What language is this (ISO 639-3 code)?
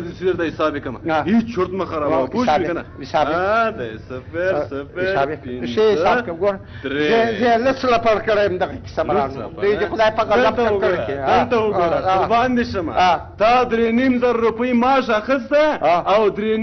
pus